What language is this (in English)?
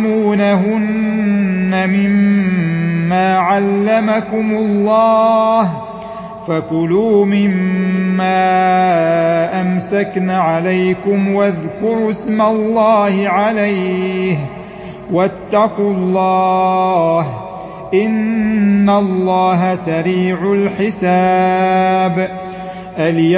Arabic